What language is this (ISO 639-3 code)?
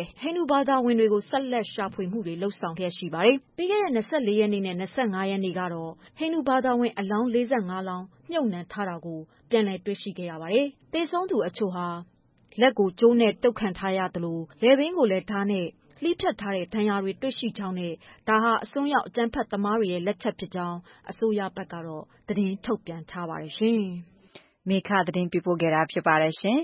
mya